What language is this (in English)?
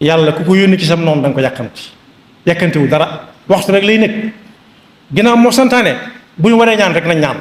Wolof